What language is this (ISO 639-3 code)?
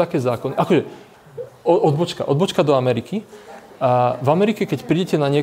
slk